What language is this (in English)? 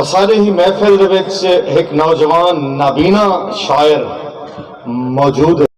Saraiki